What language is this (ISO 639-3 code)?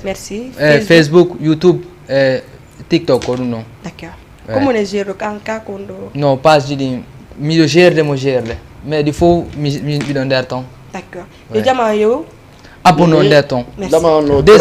ful